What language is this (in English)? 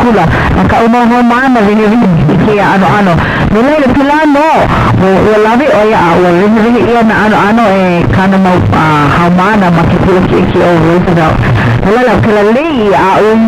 Hawaiian